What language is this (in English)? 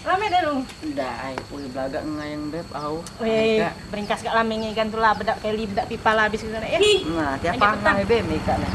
Musi